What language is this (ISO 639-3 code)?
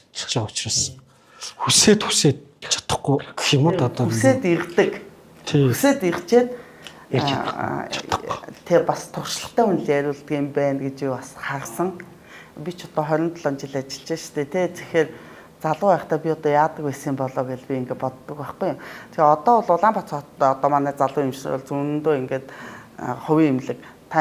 mon